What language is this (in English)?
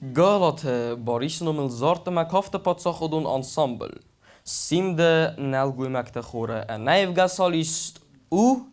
Ossetic